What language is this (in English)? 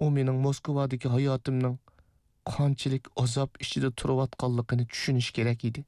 Uyghur